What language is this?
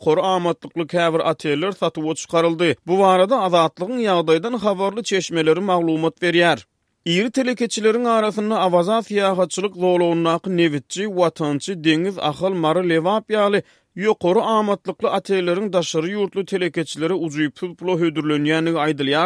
Turkmen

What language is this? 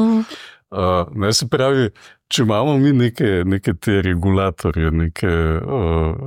Slovenian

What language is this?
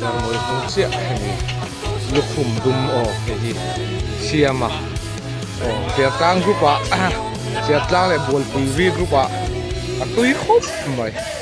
Mizo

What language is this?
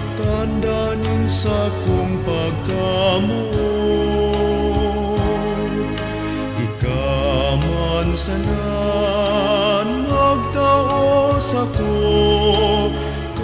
Bikol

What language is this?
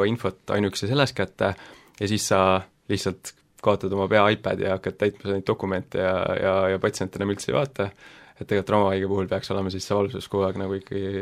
Estonian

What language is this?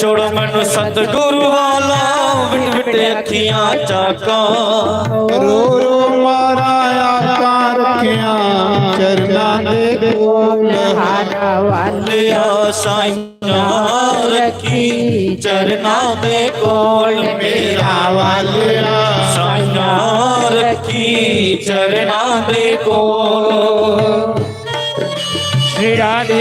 Dogri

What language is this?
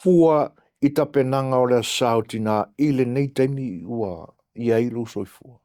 Samoan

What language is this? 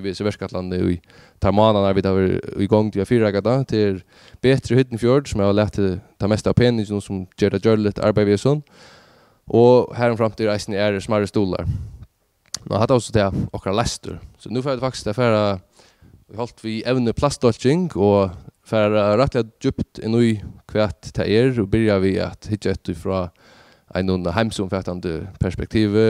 Faroese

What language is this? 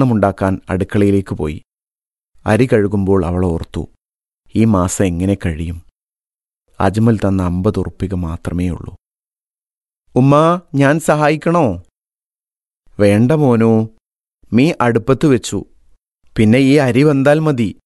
Malayalam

